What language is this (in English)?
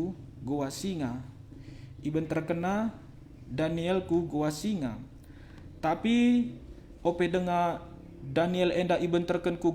Batak Karo